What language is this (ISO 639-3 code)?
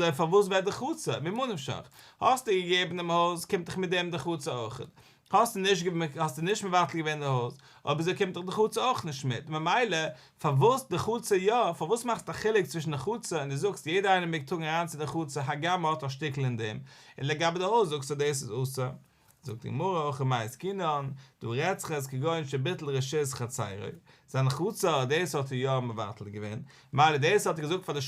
yid